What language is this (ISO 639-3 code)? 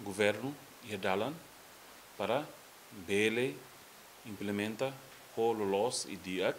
tet